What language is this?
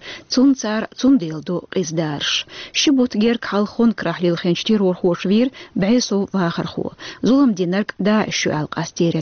Chechen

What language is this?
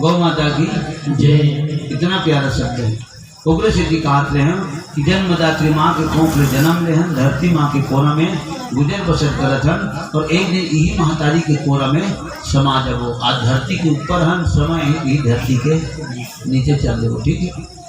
Chhattisgarhi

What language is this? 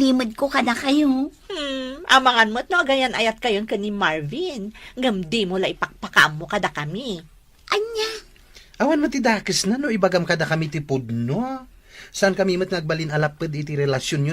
Iloko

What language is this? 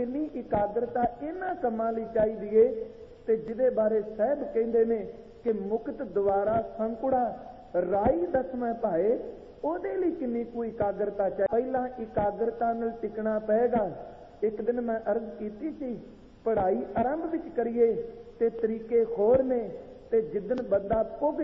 Punjabi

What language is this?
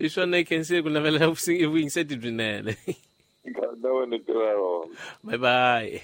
Tsonga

